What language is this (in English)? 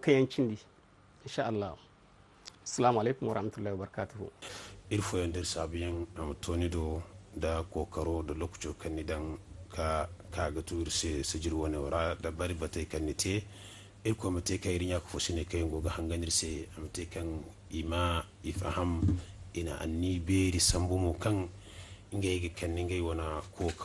Zarma